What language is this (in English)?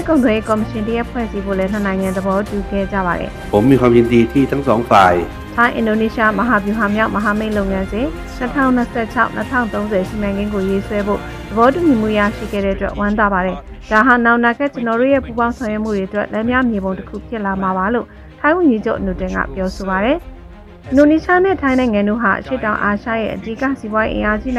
Burmese